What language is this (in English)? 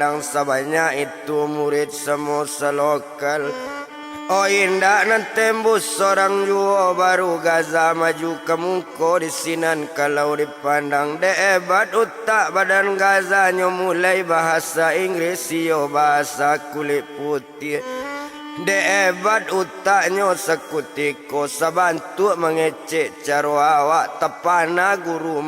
Minangkabau